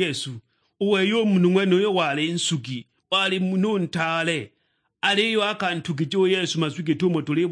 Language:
Sukuma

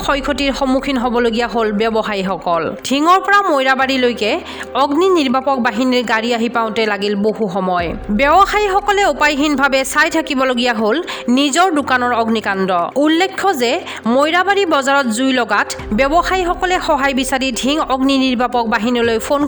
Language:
Assamese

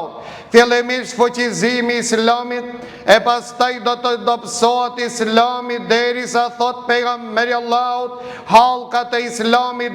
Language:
Albanian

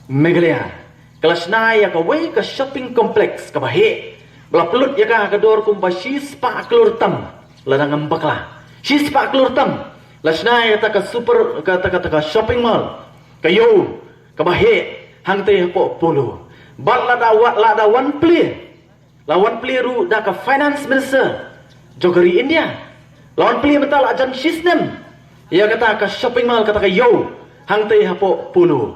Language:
Khasi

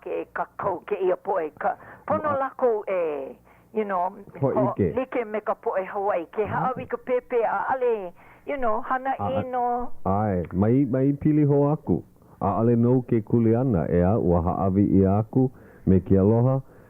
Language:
Hawaiian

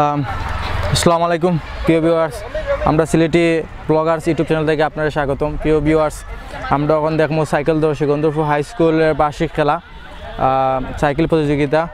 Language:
Sylheti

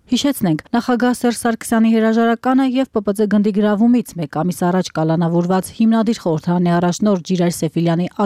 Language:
Armenian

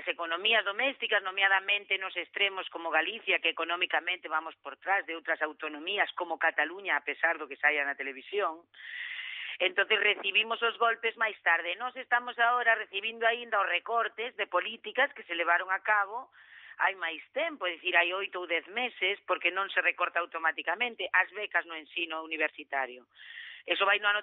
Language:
Galician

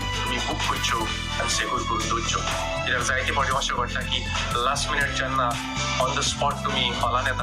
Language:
Konkani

